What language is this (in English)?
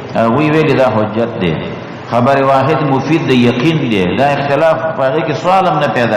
Pashto